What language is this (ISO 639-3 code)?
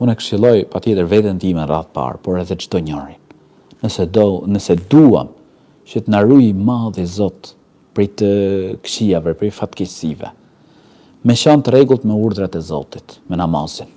sqi